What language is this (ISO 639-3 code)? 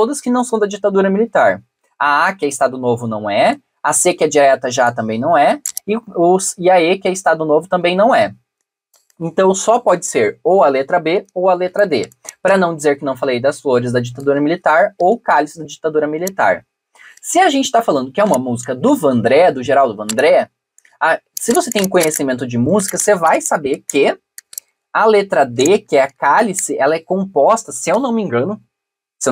por